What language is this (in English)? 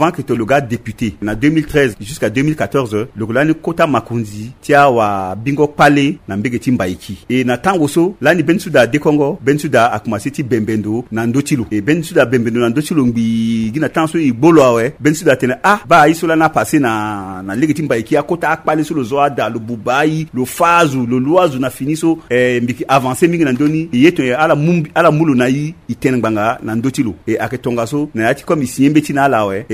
Sango